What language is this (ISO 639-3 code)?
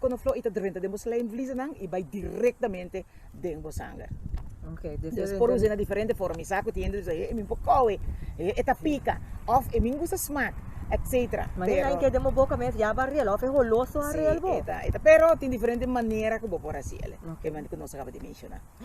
pap